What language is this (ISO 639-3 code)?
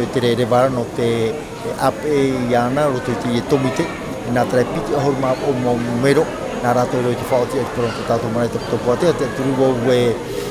tah